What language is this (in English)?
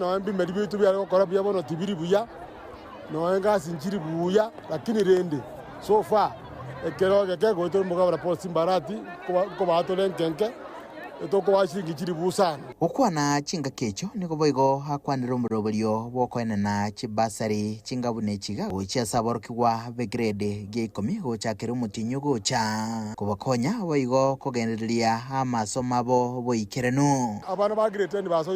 Gusii